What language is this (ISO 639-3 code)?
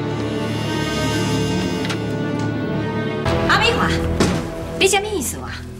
zho